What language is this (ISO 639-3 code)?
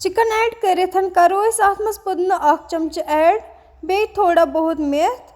kas